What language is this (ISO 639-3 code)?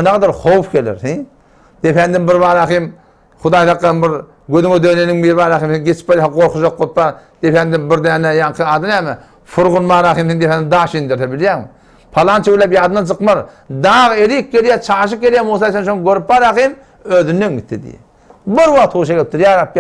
tuk